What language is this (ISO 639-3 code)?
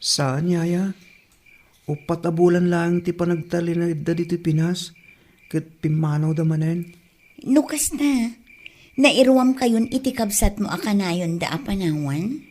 ilo